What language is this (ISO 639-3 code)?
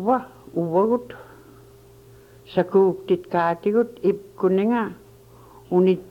ipk